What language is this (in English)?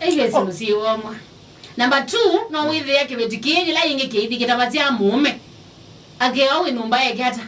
Kamba